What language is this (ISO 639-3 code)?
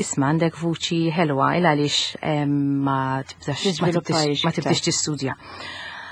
mlt